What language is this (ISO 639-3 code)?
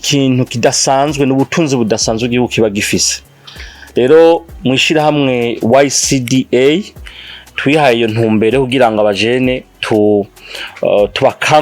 run